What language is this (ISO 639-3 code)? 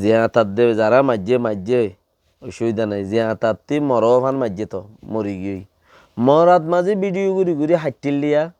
rhg